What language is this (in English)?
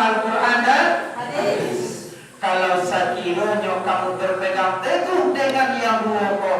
Minangkabau